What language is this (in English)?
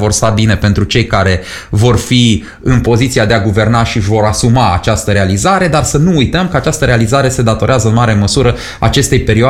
Romanian